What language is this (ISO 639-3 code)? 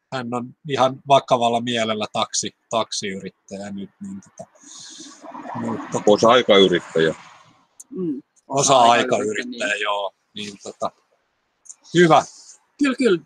fin